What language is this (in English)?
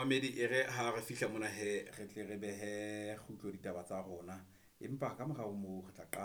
Southern Sotho